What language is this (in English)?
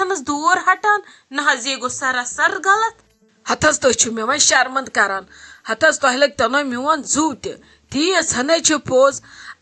Kashmiri